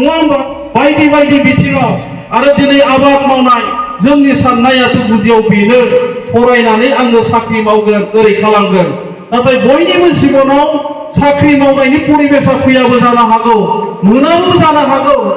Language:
Bodo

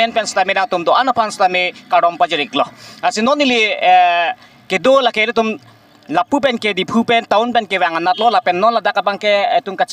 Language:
Karbi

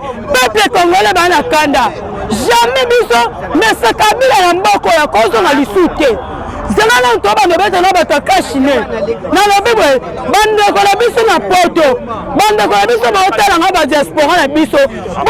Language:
Lingala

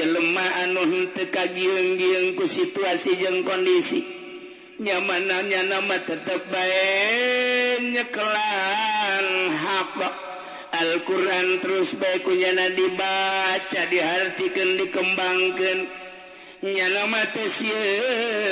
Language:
Sundanese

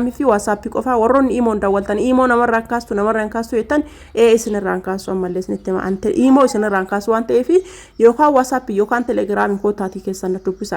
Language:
Oromo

